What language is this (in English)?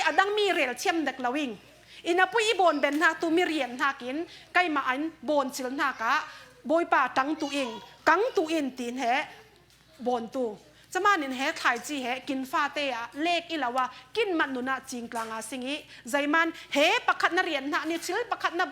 Falam Chin